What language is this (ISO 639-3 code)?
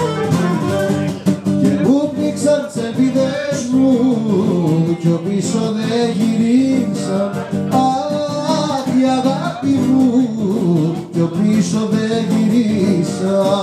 ell